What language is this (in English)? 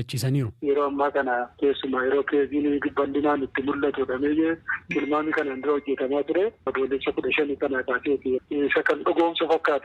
Oromo